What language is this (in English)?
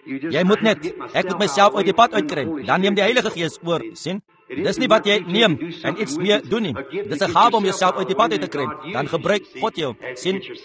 Afrikaans